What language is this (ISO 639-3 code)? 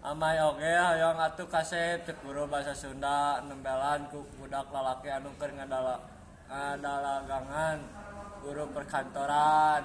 sun